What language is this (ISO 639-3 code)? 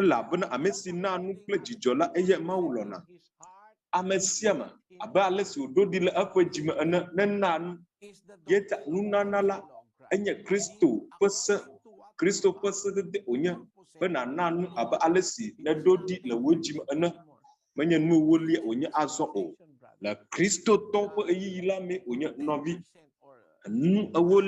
ewe